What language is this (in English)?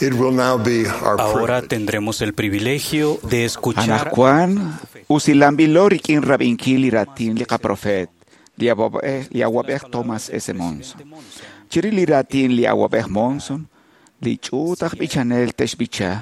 Kekchí